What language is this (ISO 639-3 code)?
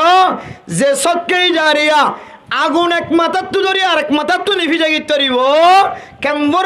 rhg